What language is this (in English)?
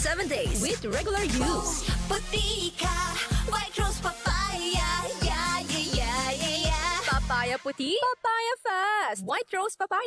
Bikol